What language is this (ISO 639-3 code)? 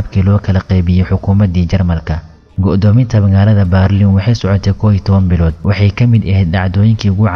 som